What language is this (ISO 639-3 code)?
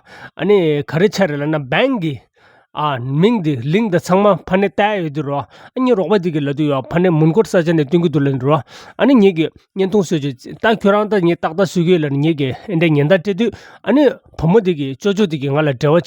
bod